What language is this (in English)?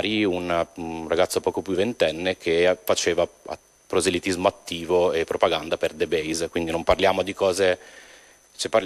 Italian